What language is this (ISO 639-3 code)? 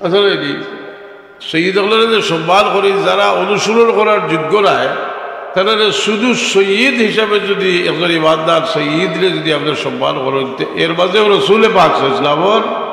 syl